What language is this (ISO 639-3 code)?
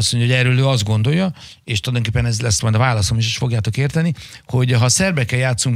hun